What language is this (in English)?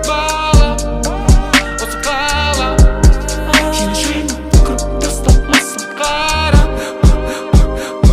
Kazakh